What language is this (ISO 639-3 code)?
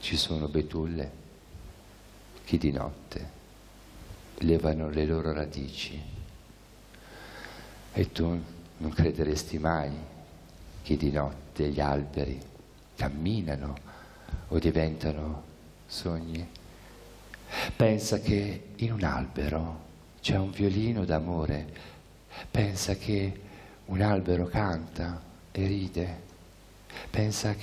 ita